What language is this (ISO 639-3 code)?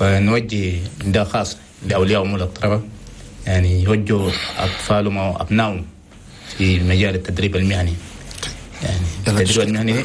shu